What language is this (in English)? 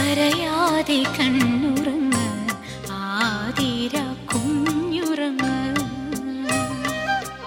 Malayalam